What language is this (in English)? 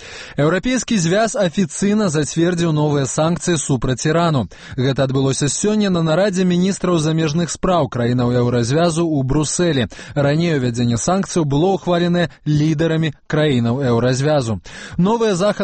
Belarusian